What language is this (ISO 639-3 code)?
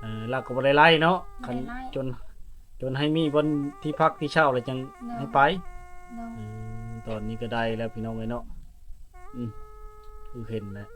lao